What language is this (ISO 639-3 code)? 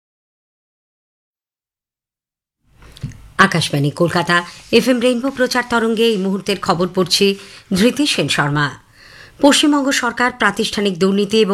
ben